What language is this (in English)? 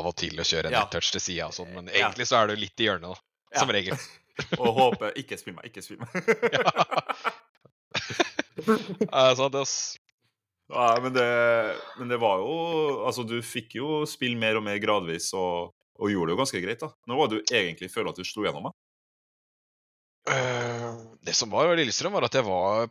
Norwegian